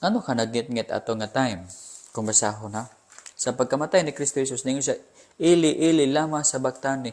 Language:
Cebuano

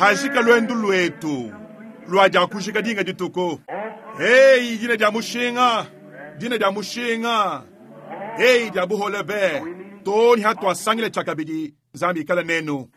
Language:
Luba-Lulua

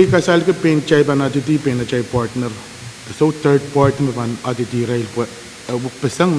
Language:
Pohnpeian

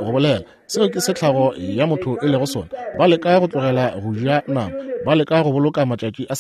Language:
Northern Sotho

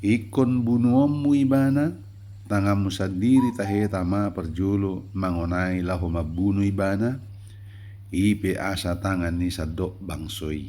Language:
Batak Toba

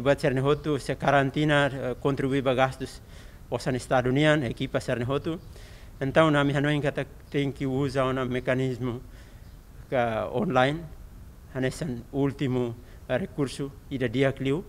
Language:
Tetum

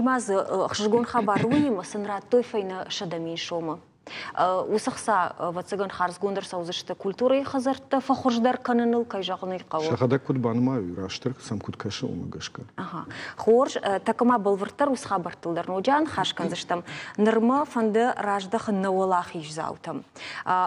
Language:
Ossetic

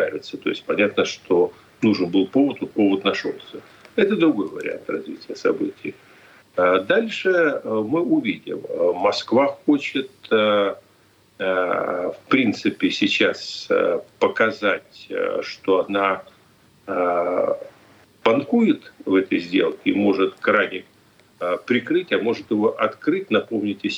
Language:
Russian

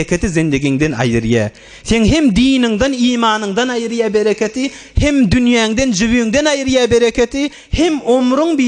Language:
Turkmen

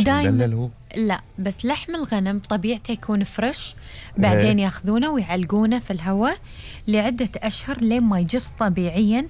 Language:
Gulf Arabic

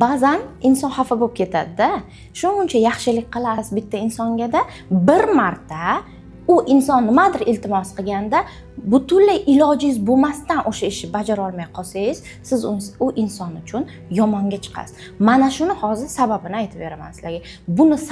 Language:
Uzbek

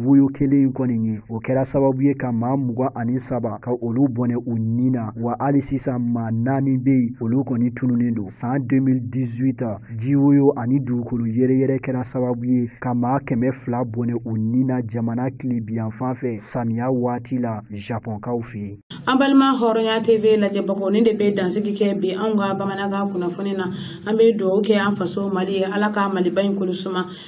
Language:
Bambara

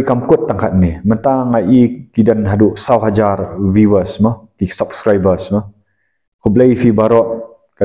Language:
Khasi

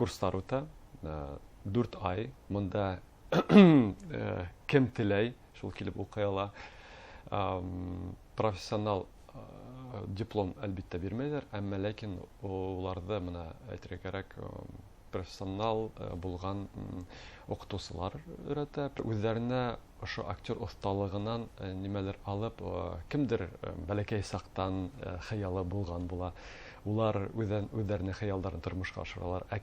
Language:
Bashkir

